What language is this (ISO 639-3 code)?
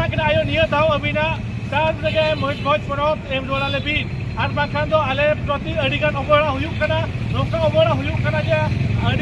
sat